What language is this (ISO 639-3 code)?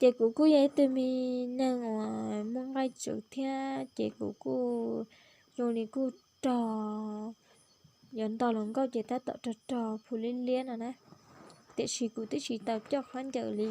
hmn